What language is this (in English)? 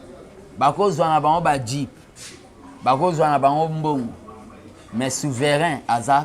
Lingala